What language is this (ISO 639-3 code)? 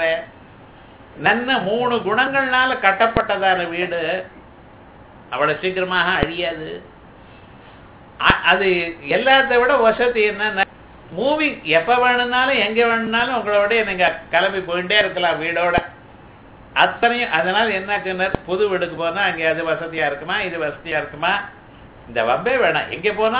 tam